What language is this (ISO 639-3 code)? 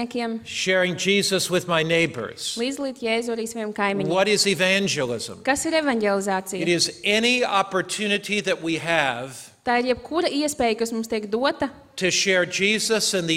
lav